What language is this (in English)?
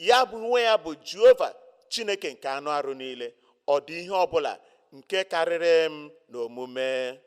Igbo